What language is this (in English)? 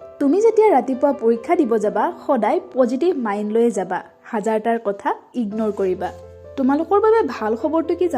Assamese